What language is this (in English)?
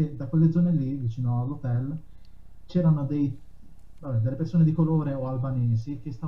Italian